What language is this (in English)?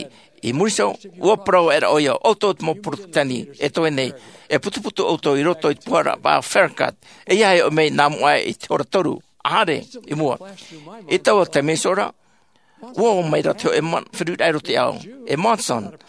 Tahitian